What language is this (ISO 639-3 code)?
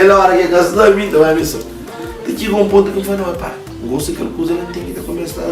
kea